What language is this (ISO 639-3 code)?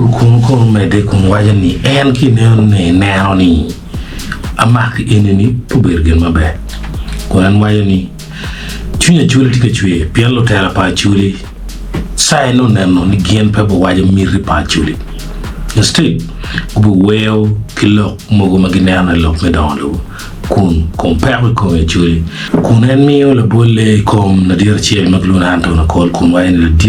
ach